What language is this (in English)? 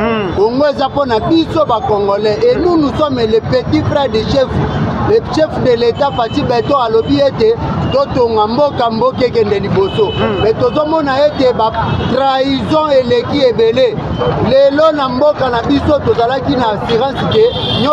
Lingala